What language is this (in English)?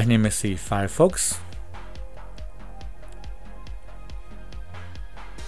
Slovak